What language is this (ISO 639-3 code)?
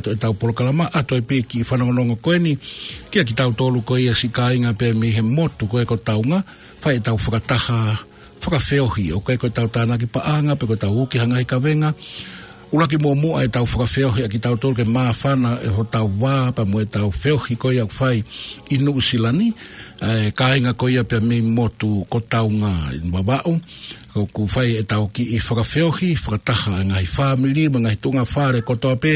ton